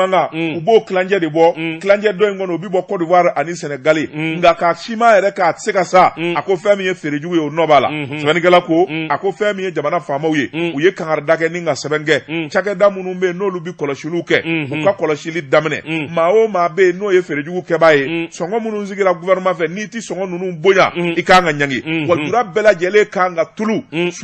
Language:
Bambara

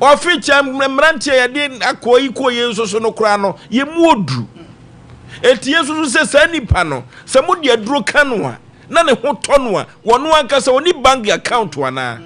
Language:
Akan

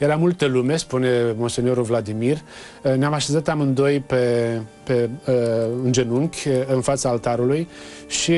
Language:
Romanian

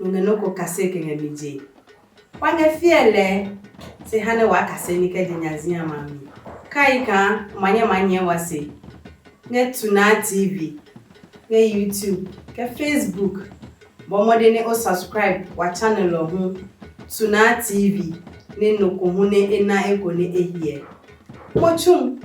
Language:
Adangme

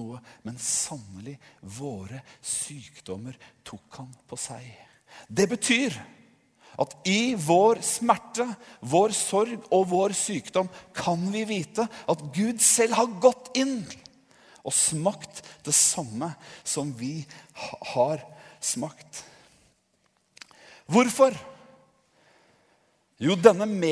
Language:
Norwegian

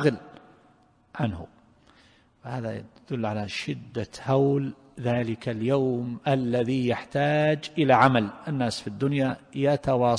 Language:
Arabic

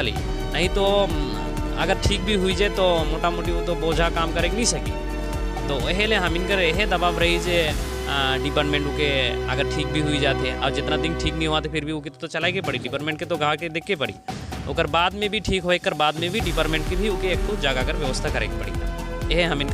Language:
Sadri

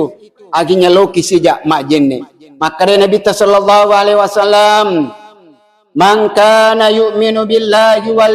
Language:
Buginese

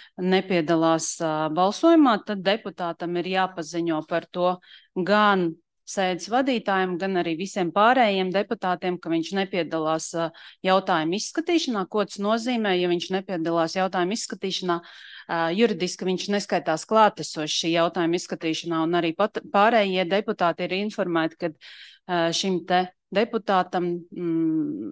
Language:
Latvian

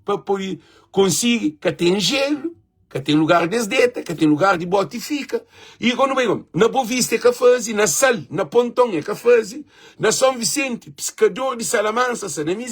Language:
Kabuverdianu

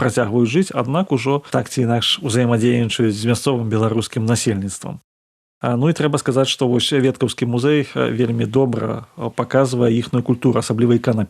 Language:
Belarusian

